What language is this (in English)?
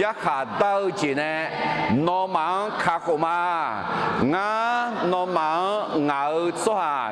Akha